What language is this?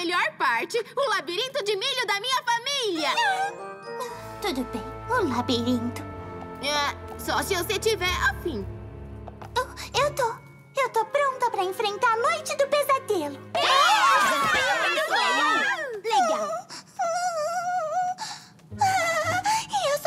Portuguese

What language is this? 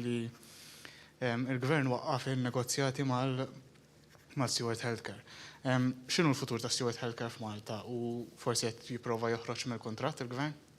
Maltese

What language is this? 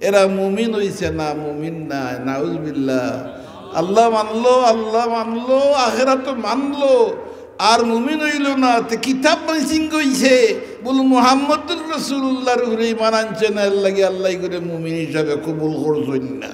Sylheti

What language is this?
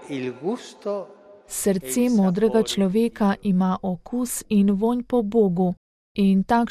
Slovenian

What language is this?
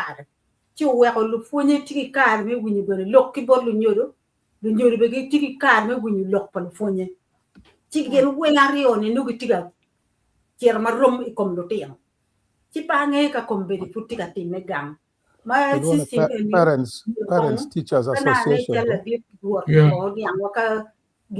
Acoli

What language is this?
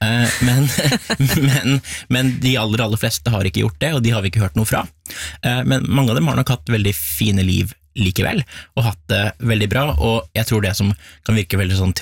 Norwegian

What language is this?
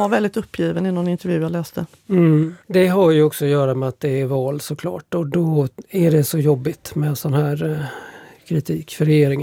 Swedish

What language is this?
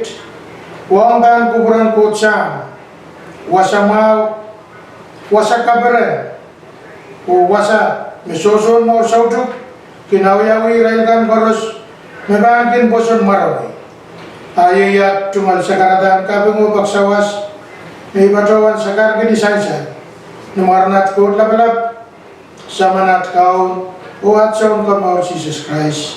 Pohnpeian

